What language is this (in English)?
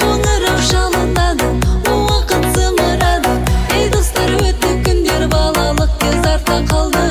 Kara-Kalpak